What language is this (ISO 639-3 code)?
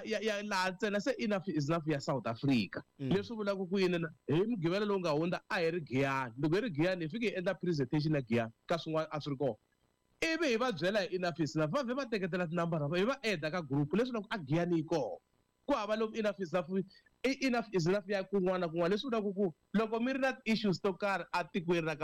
tso